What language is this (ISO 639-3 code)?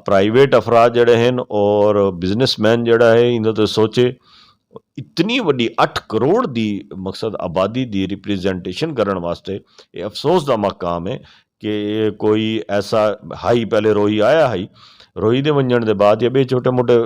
skr